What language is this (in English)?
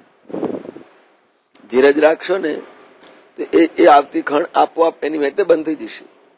Gujarati